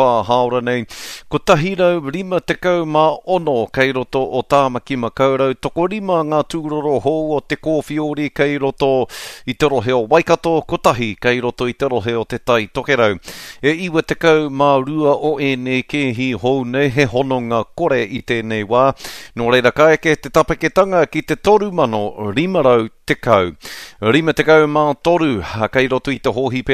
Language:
Māori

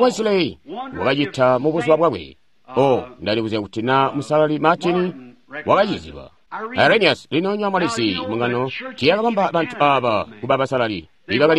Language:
Tonga (Zambia)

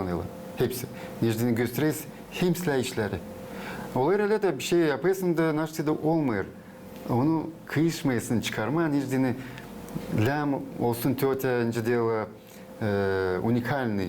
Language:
Gagauz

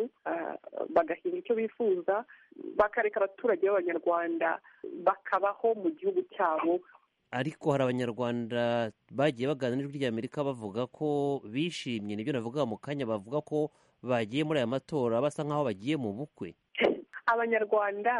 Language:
Kinyarwanda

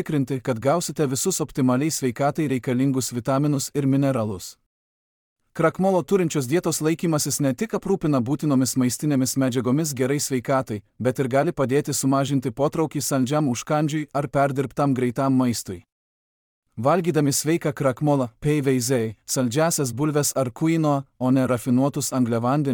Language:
Lithuanian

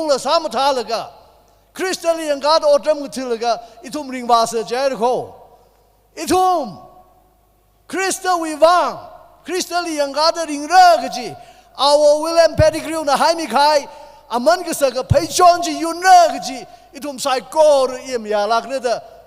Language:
Tangkhul Naga (India)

